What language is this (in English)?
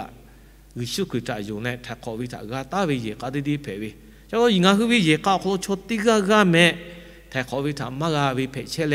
Lahu